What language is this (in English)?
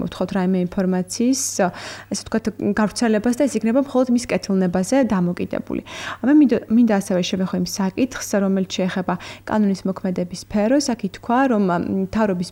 Georgian